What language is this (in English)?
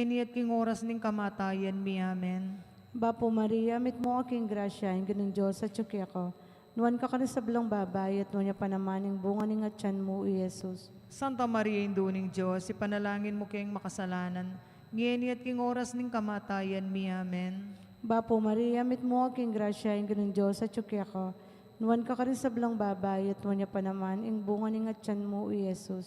Pampanga